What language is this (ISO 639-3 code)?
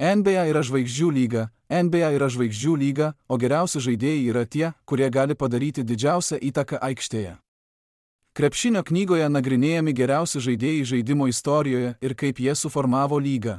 lit